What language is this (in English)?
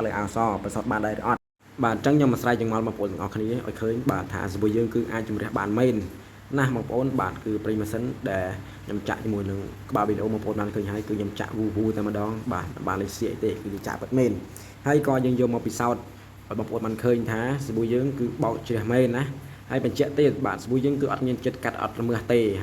Khmer